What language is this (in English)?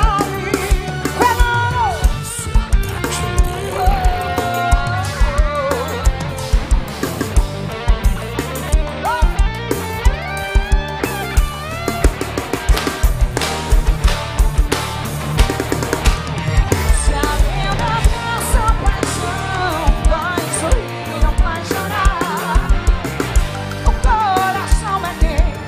Portuguese